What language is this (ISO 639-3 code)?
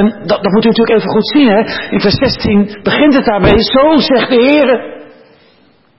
nld